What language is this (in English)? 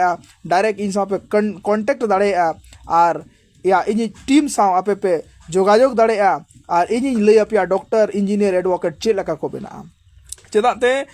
Santali